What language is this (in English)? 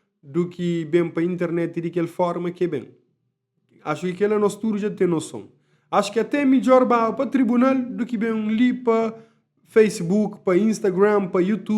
Kabuverdianu